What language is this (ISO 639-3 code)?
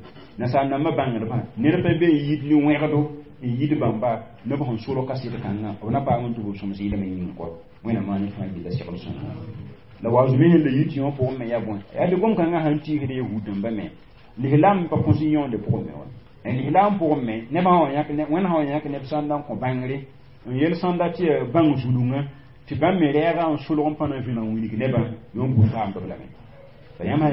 mos